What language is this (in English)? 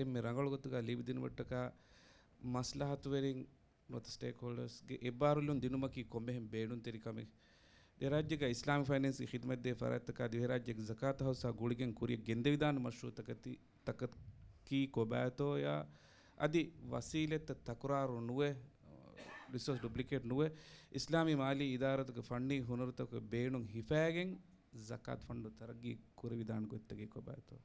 Divehi